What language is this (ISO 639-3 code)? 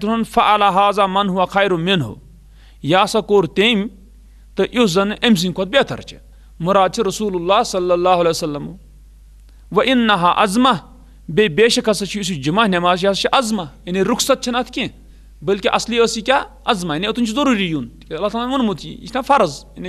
kas